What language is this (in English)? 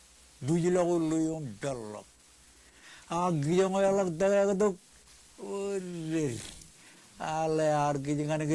Marshallese